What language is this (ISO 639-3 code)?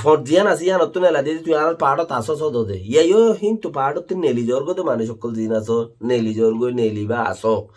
rhg